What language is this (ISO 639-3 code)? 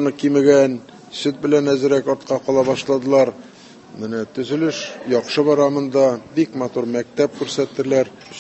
tat